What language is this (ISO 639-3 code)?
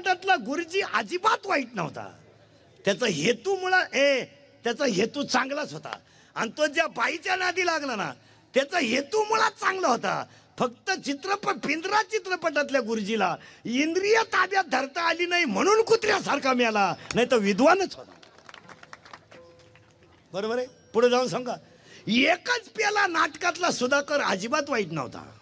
mar